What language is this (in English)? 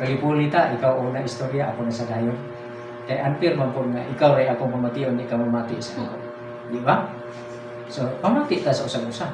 Cebuano